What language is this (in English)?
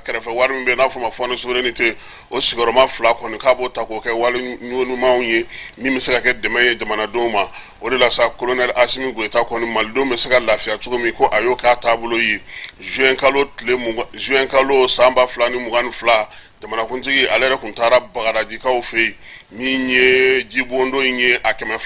Bambara